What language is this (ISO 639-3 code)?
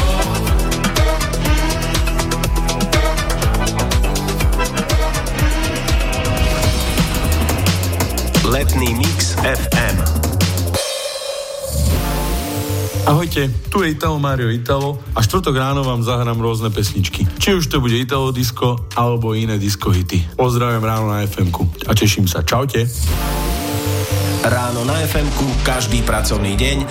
slk